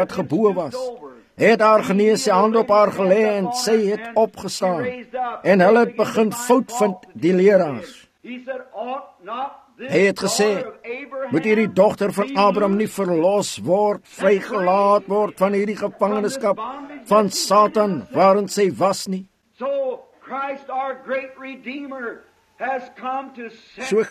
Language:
Afrikaans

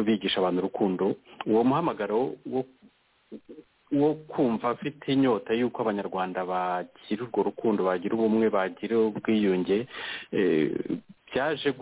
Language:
Kinyarwanda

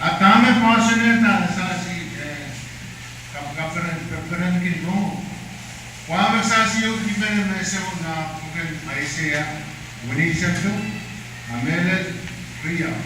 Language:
Pohnpeian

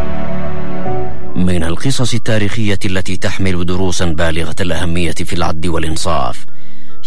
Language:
Arabic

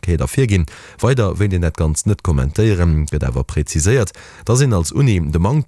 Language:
Luxembourgish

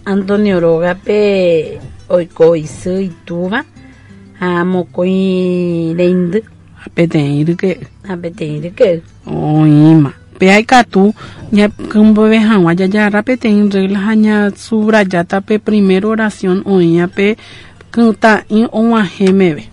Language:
Guarani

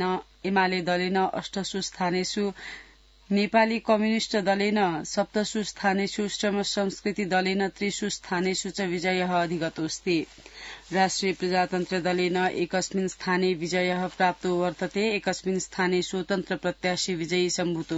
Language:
Sanskrit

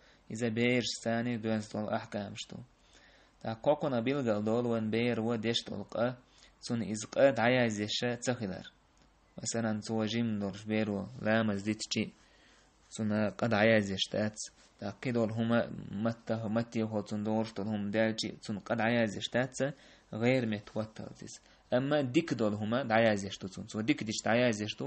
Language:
Chechen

